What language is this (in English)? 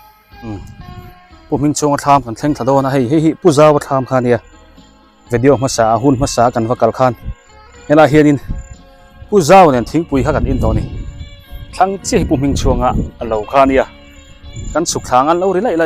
Biete